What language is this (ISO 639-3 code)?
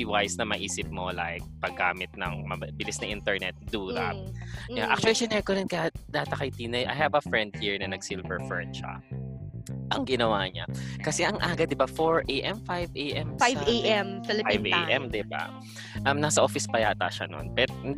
fil